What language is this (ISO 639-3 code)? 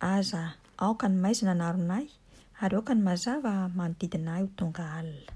mlg